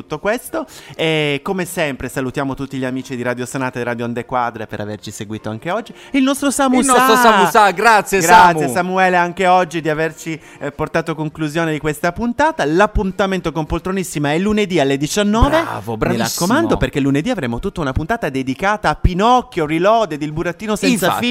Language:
Italian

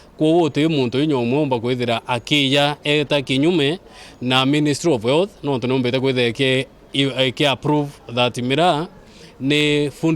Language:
Meru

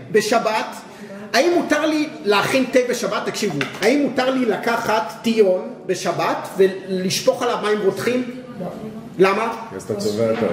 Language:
Hebrew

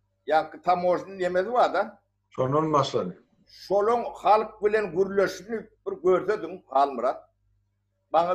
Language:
Turkmen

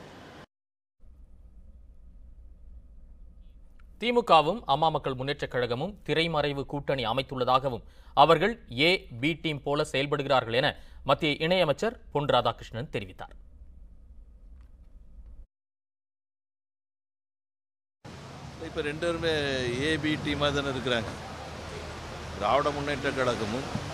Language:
Tamil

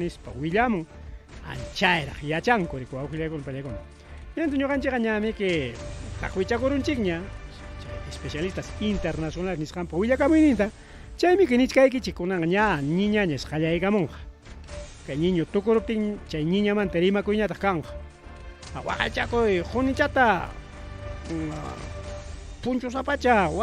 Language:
Ayacucho Quechua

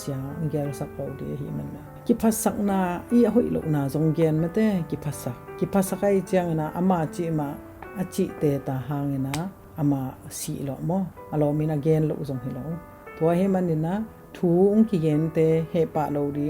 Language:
Tedim Chin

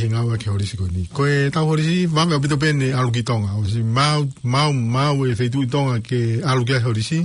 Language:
Tongan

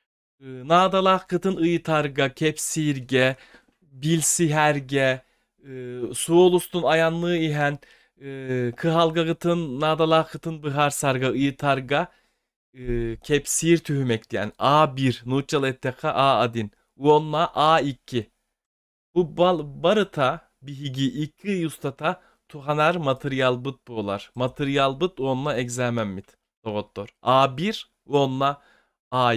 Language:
Yakut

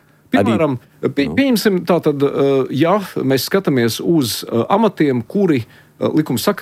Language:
Latvian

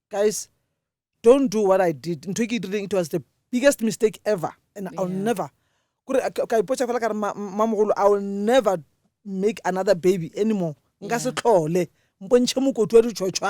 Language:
Northern Sotho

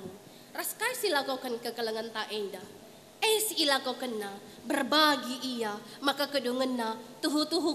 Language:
Batak Karo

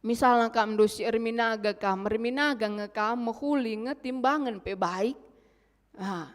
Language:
Batak Karo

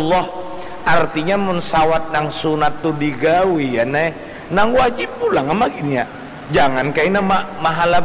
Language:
Banjar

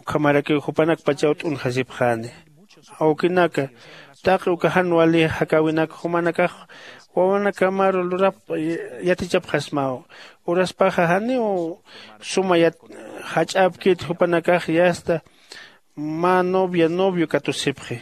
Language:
Aymara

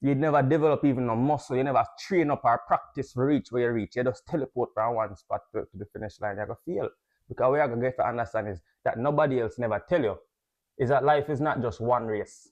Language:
Jamaican Creole English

